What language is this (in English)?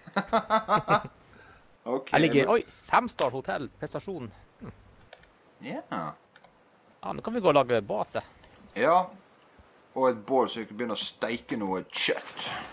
Norwegian